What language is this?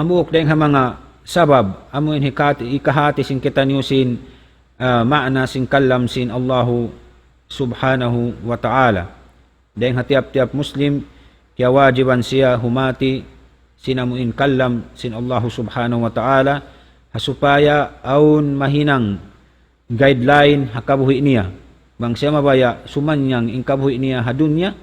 Tausug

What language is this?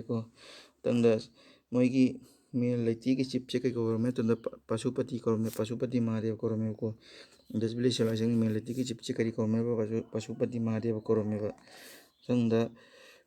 Manipuri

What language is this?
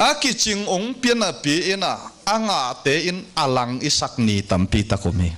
Tedim Chin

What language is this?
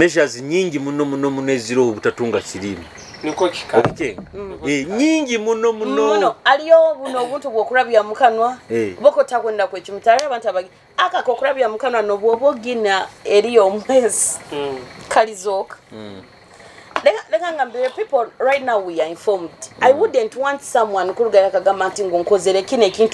Nyoro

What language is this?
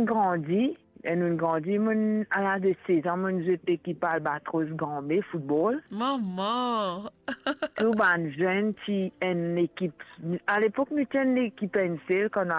Morisyen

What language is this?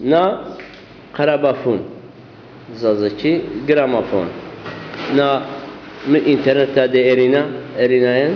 Zaza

